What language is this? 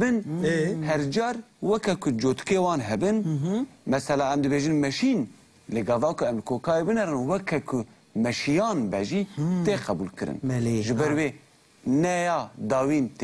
Kurdish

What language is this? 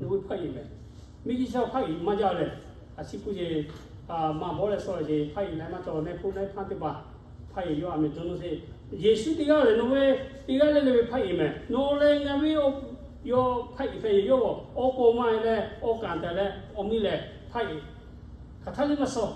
Lahu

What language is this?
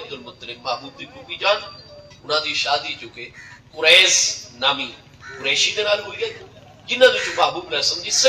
Saraiki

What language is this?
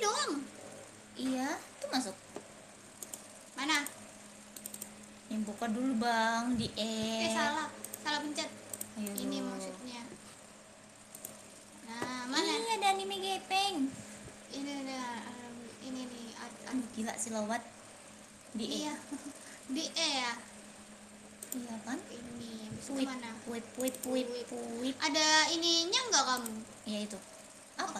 Indonesian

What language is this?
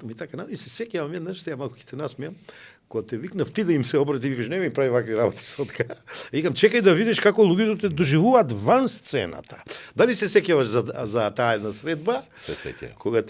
Macedonian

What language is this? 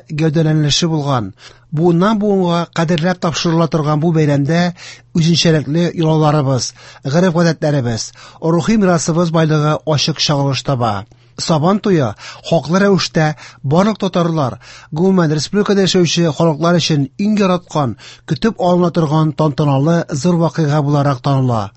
Tatar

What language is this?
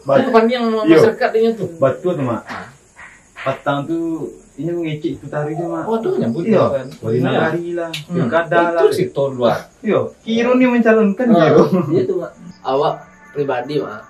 Minangkabau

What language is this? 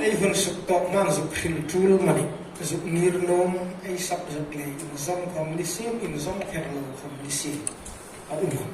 Hmar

